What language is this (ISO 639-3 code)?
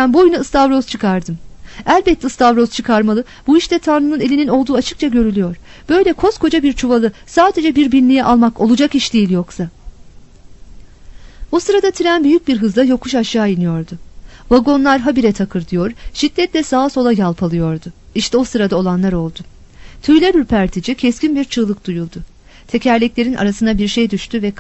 tur